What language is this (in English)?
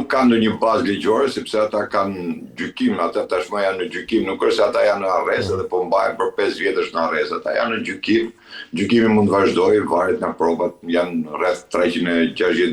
Albanian